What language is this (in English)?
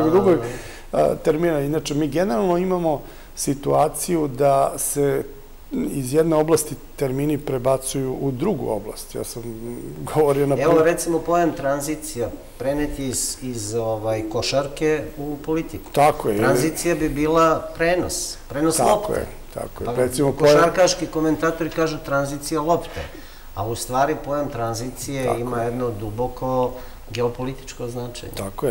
Serbian